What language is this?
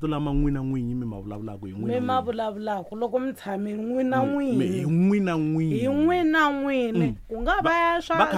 Tsonga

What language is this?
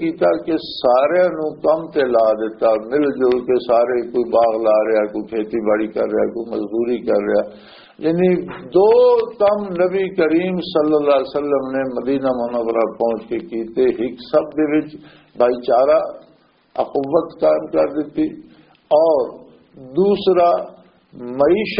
Western Panjabi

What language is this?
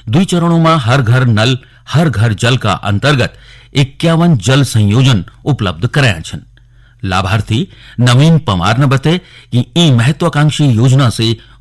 Garhwali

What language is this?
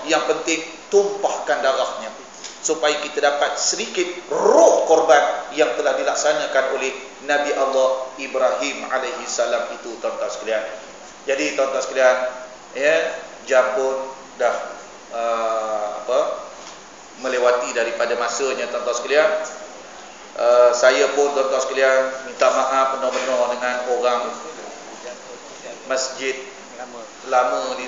Malay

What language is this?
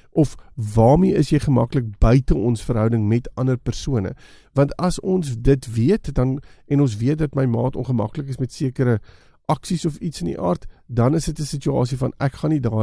Afrikaans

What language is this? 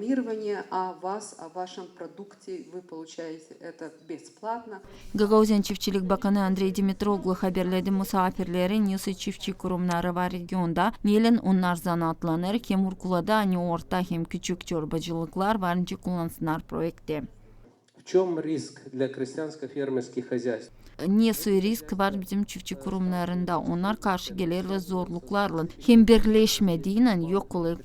Gagauz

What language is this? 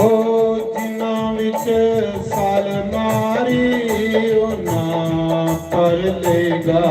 Dogri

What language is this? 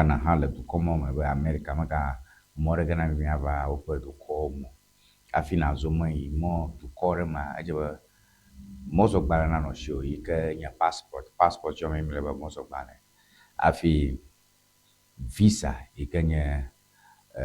Ewe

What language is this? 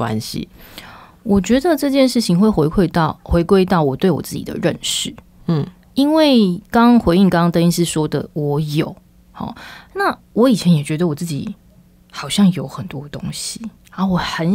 Chinese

